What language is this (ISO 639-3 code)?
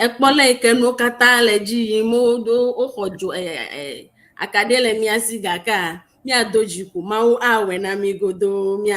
ewe